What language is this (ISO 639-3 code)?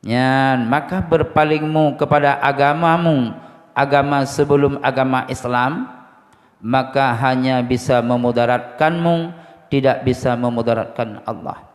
ace